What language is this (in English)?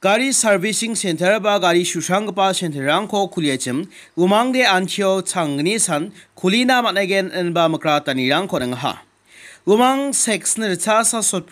Garo